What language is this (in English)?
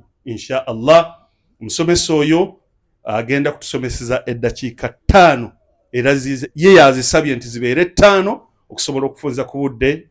Ganda